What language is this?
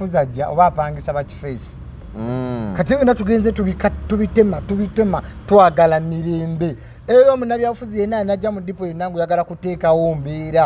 Ganda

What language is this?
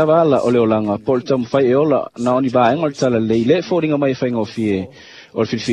Samoan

